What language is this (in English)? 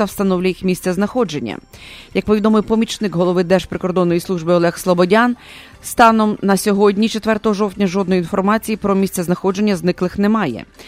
Ukrainian